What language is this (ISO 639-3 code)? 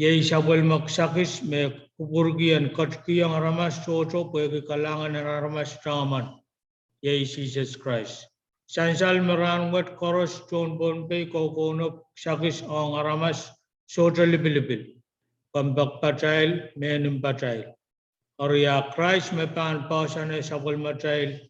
pon